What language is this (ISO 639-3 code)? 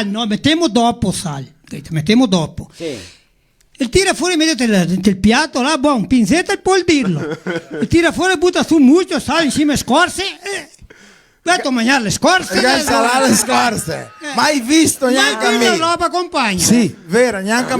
vec